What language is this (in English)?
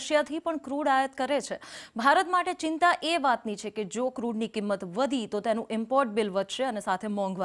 Gujarati